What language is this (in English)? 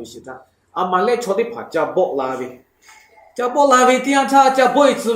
Lahu